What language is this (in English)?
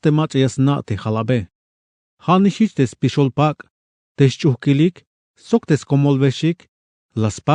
Tzeltal